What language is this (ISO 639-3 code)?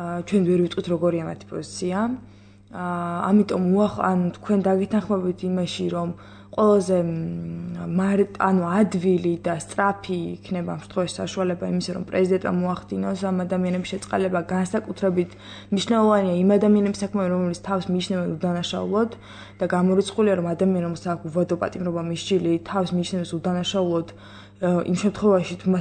kat